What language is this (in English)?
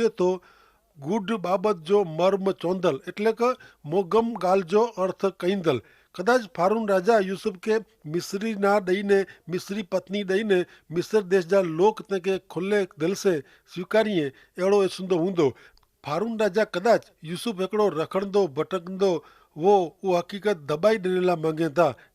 Kachhi